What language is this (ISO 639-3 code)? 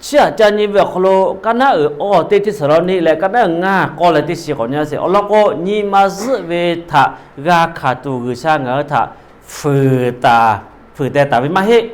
lhu